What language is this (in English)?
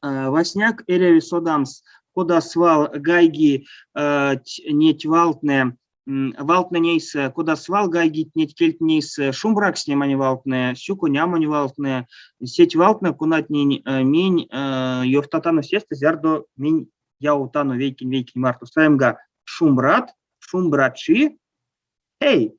Erzya